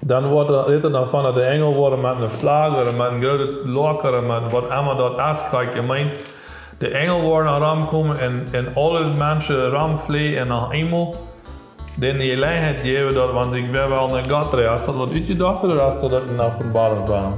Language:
Plautdietsch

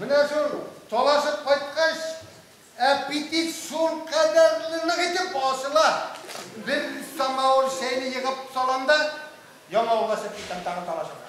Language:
Bashkir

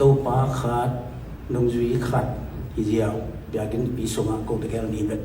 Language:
Tedim Chin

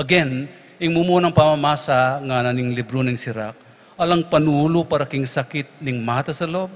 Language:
Pampanga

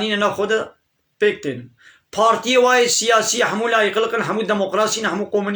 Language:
Kurdish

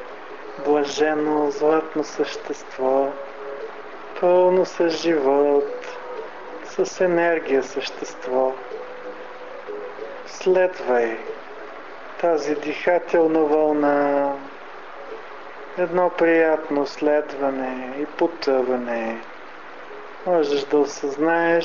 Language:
Bulgarian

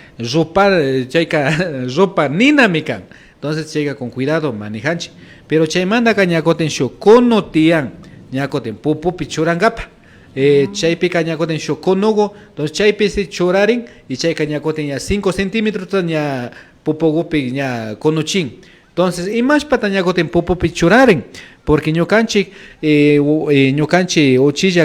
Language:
Imbabura Highland Quichua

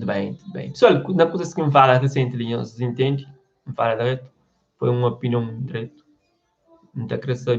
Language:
Kabuverdianu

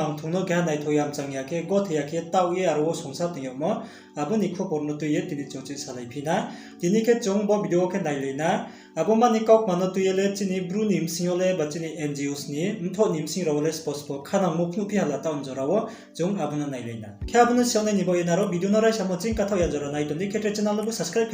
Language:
Riang (India)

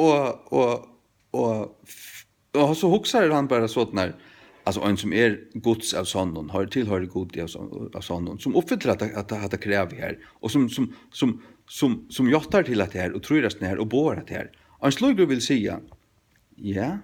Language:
Faroese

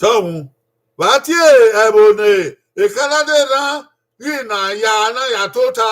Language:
Bini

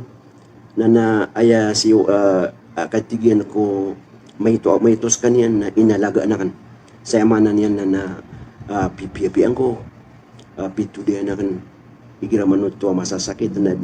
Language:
Maranao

